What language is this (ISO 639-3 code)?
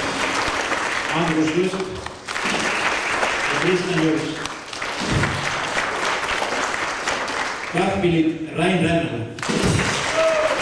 est